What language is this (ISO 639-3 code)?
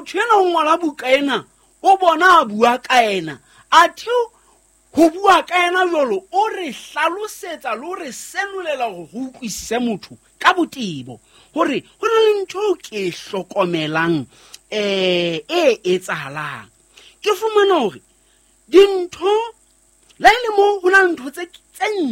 sot